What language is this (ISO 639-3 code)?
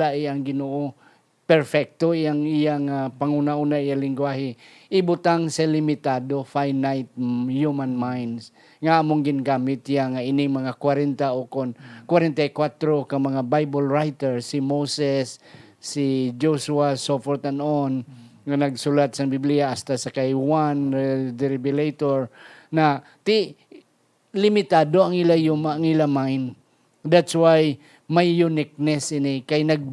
hil